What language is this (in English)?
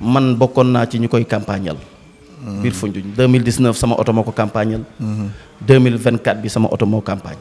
Wolof